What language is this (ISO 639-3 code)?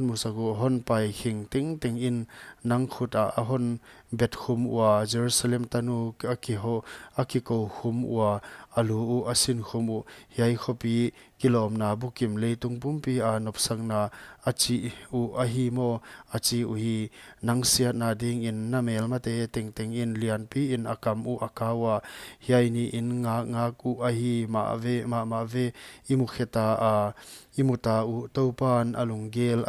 pck